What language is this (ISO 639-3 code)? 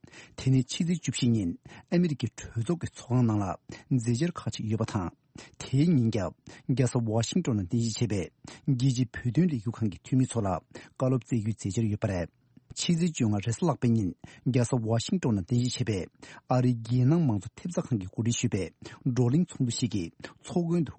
bod